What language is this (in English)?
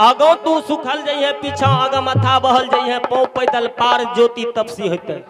Maithili